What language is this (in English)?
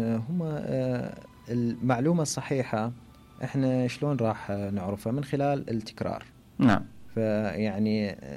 Mesopotamian Arabic